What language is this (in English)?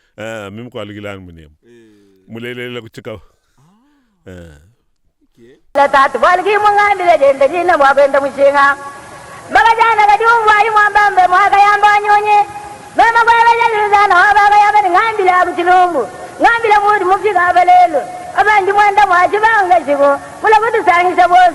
Luba-Lulua